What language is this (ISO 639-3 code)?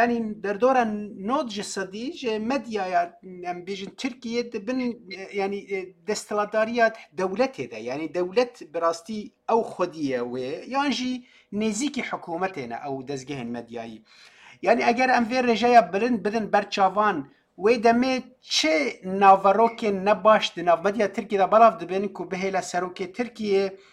kur